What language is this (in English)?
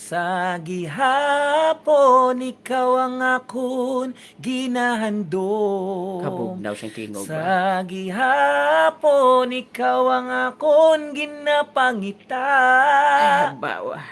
Hiligaynon